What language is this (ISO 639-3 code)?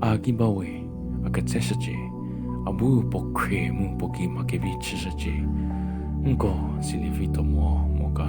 njm